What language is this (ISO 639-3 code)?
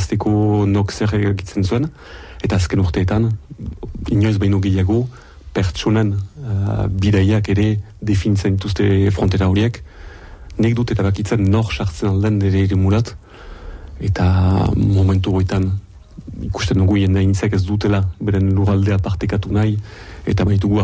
eus